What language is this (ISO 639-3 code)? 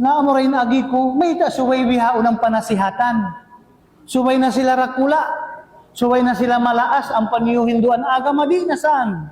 tsg